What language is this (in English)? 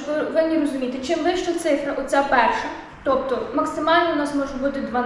Ukrainian